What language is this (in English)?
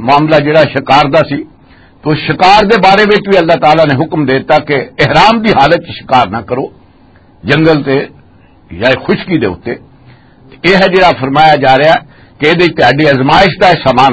Western Panjabi